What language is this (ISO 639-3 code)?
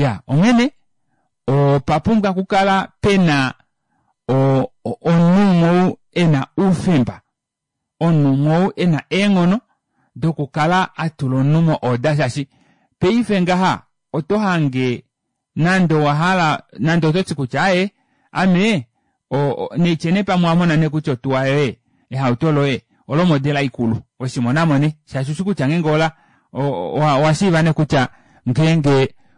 kua